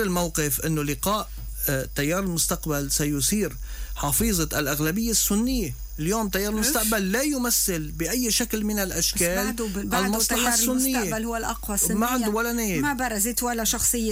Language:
North Levantine Arabic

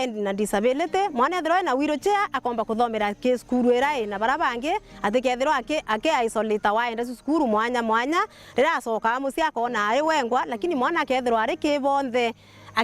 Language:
Meru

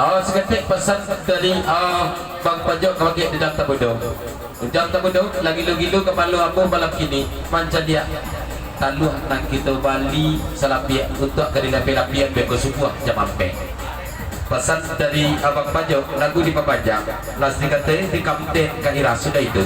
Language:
Minangkabau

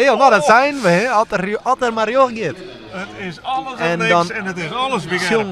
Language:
Western Frisian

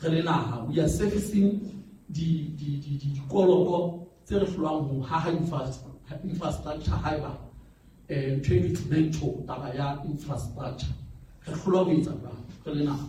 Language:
Southern Sotho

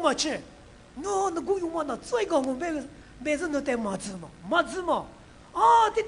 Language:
Lisu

